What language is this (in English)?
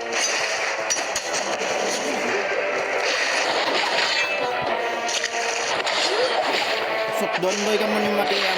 Banjar